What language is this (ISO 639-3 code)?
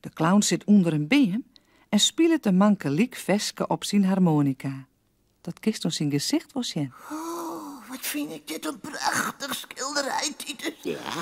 fry